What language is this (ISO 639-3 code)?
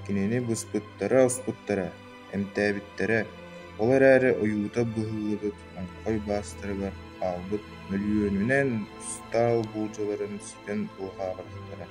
sah